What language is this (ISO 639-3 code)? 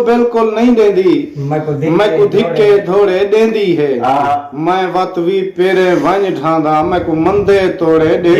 skr